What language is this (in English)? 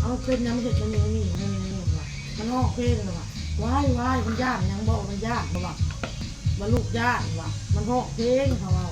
Northeastern Thai